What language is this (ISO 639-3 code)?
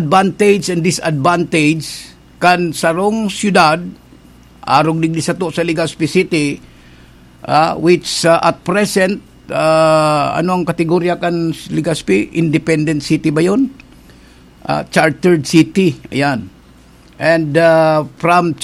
bik